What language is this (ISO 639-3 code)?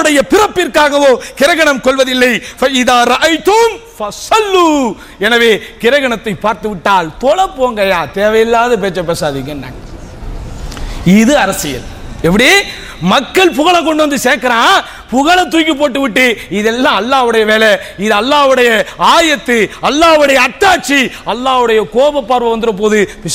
tam